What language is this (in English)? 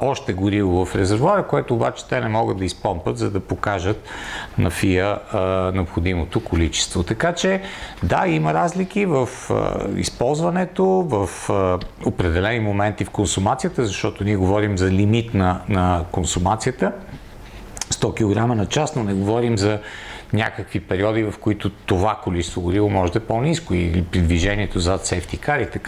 Bulgarian